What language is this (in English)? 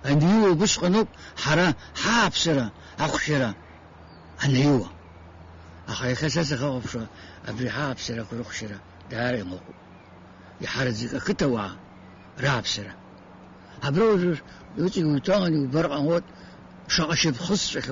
Abkhazian